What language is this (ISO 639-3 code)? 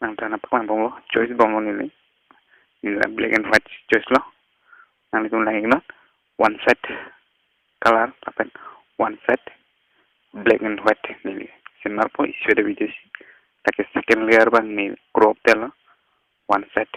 mjw